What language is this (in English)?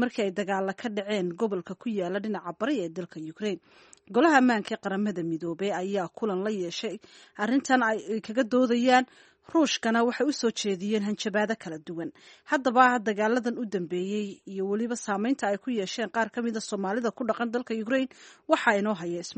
Somali